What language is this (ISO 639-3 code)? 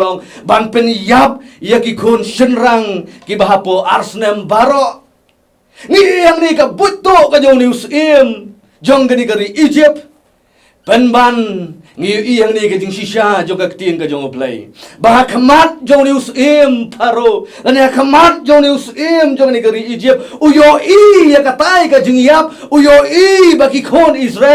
kha